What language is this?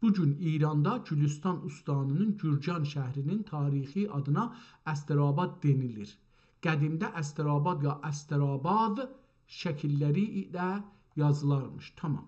South Azerbaijani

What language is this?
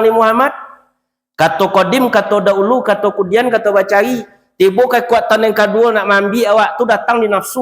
Minangkabau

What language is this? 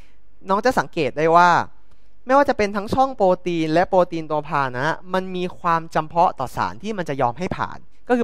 Thai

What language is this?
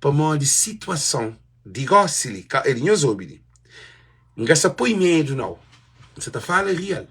Kabuverdianu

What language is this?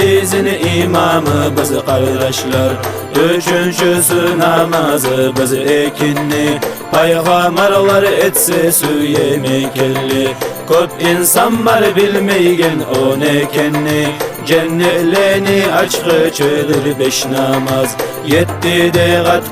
Kumyk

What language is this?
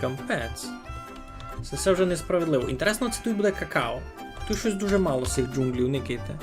Rusyn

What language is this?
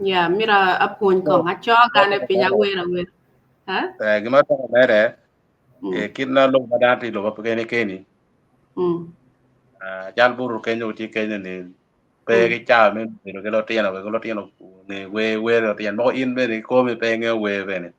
Acoli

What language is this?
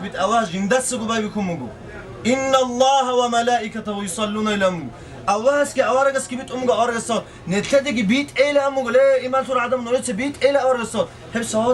Avaric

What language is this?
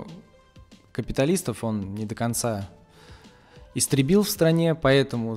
Russian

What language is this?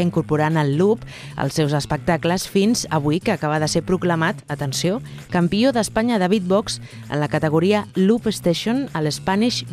Catalan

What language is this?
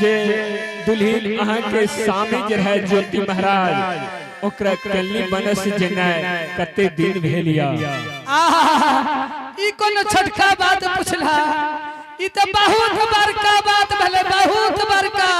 Angika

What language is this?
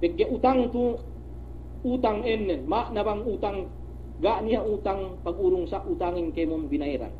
Yakan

